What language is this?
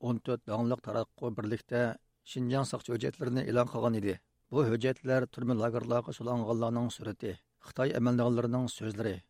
Uyghur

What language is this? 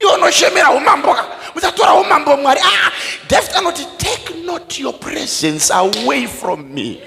Shona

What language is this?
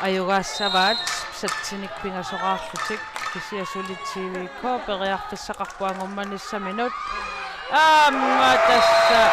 Kalaallisut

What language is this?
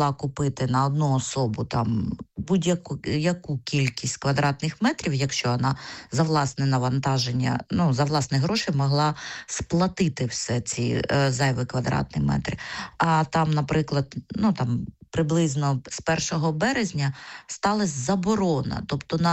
Ukrainian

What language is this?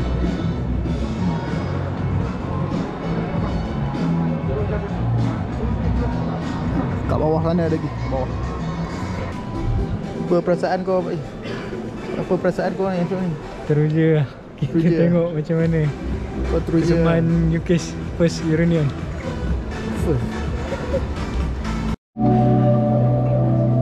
Malay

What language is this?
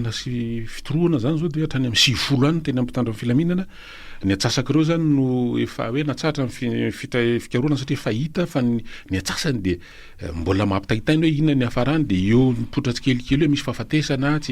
Malagasy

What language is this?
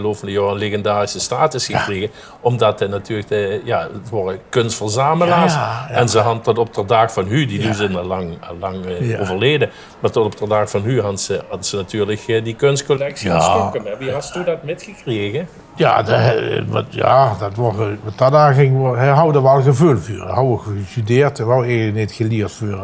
Limburgish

